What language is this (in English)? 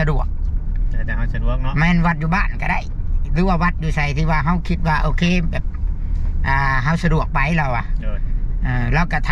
Northeastern Thai